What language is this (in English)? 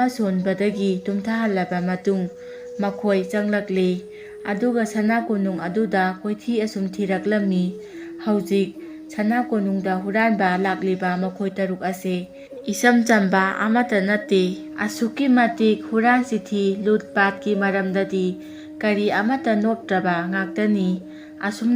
Manipuri